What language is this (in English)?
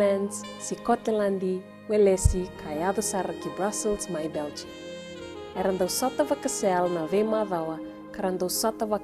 Fijian